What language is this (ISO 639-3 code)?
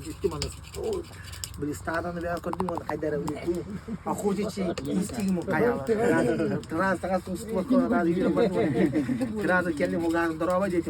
sah